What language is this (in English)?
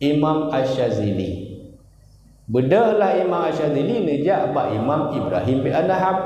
Achinese